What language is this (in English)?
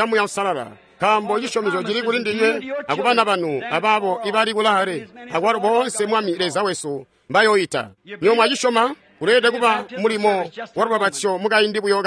Tonga (Zambia)